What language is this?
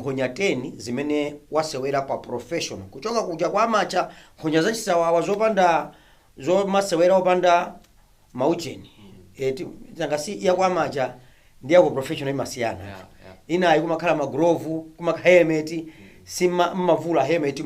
Nyanja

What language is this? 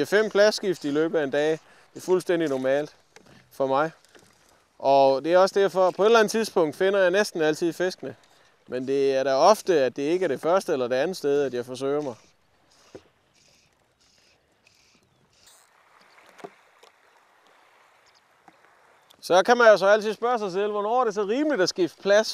Danish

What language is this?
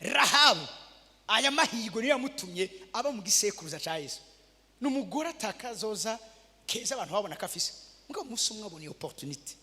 Rundi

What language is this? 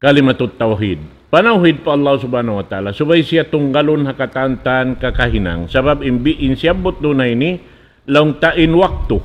Tausug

